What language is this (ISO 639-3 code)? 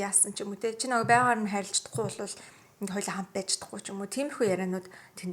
mon